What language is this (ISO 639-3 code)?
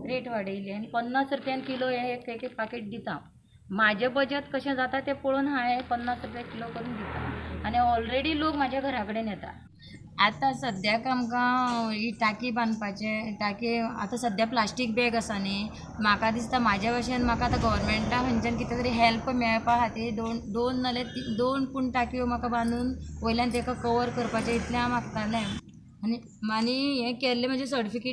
kok